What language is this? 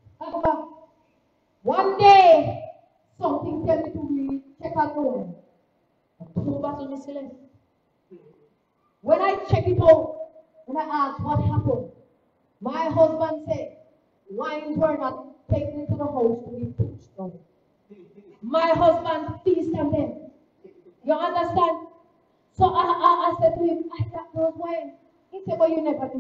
English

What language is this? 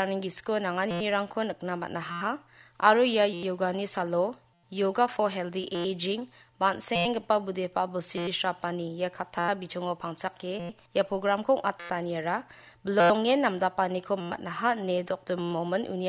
Garo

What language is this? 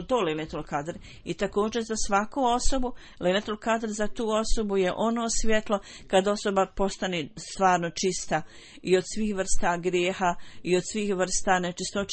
Bosnian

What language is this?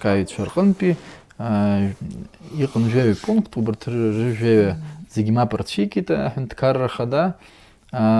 Abkhazian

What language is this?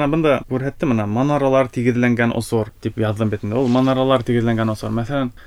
Bashkir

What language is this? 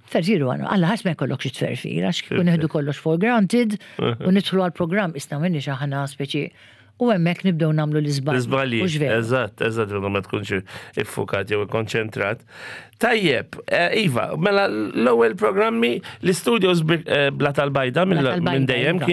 Maltese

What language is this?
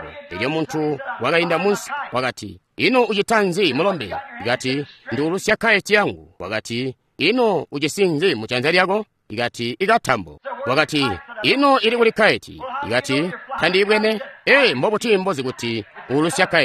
Tonga (Zambia)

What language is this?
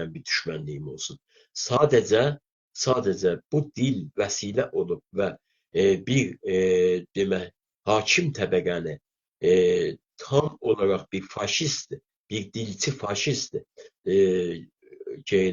South Azerbaijani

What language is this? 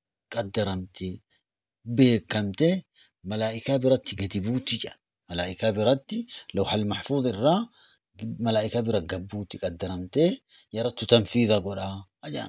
Oromo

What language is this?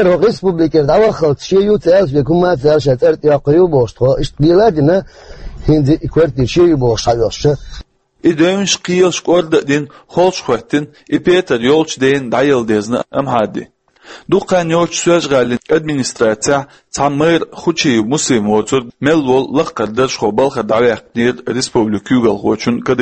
Chechen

